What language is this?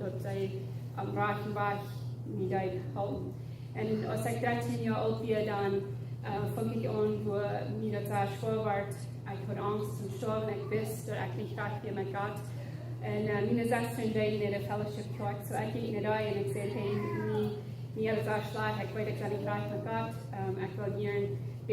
Plautdietsch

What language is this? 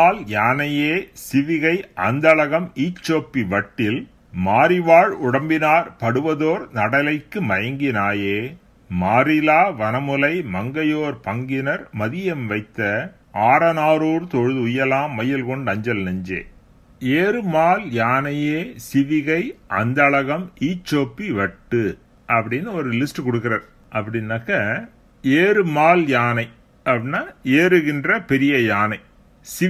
Tamil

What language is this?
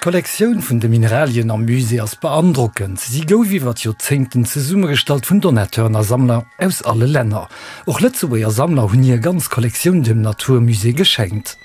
Luxembourgish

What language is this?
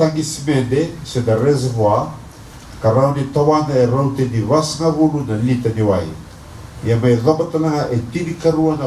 Fijian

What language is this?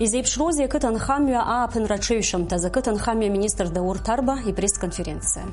Abkhazian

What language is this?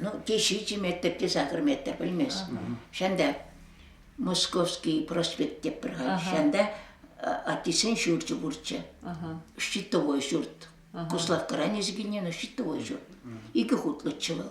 Chuvash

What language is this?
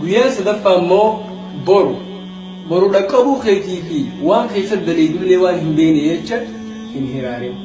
Oromo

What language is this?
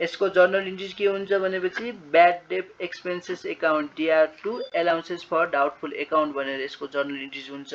Nepali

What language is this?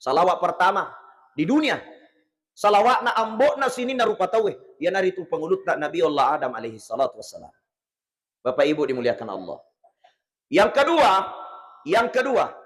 Buginese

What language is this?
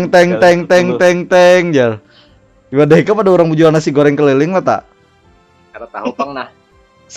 Banjar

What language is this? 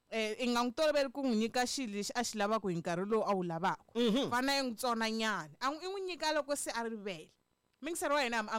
Tsonga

